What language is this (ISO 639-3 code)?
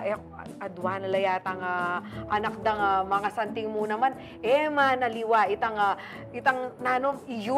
pam